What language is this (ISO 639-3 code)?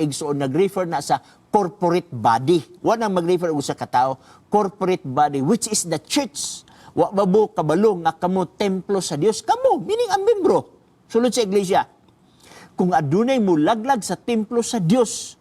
ceb